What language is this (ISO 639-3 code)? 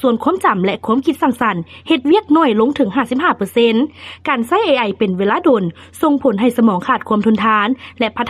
lao